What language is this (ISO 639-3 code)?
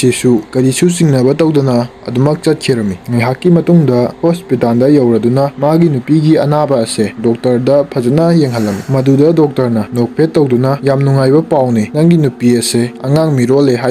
mni